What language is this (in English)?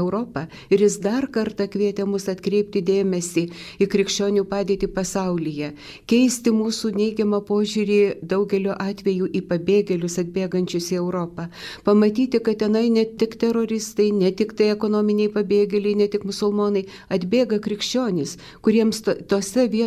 Lithuanian